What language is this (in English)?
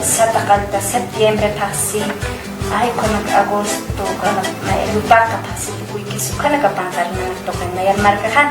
Aymara